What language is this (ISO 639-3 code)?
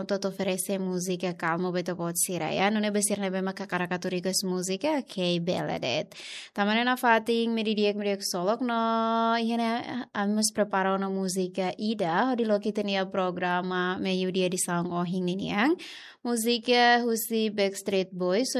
tet